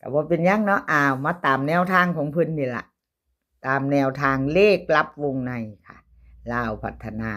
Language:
Lao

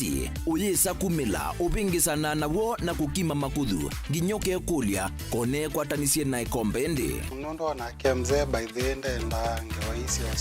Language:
Kamba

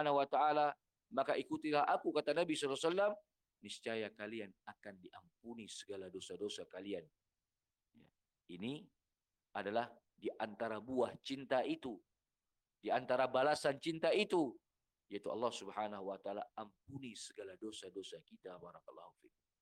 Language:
Indonesian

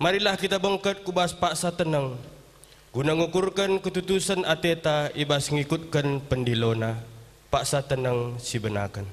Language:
Batak Karo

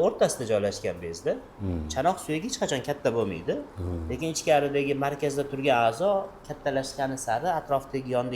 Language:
Uzbek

